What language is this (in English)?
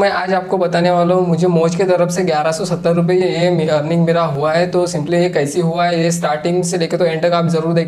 Hindi